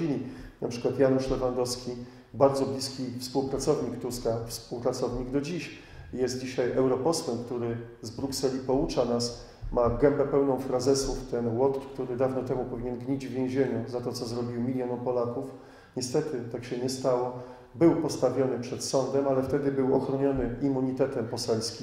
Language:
Polish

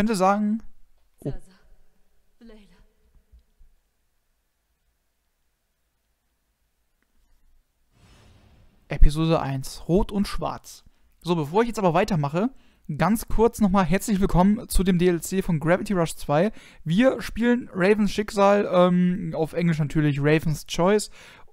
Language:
German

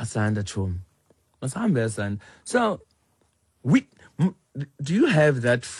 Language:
Xhosa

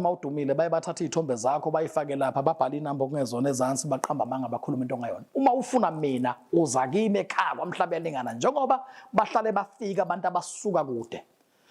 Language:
Zulu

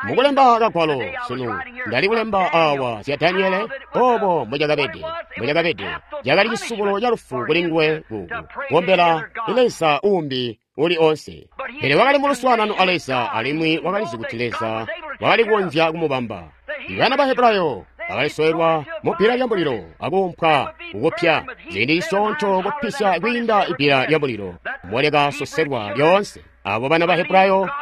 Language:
Tonga (Zambia)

